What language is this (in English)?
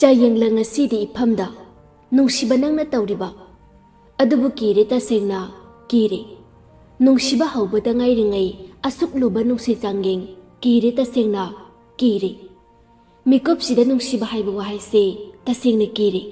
Manipuri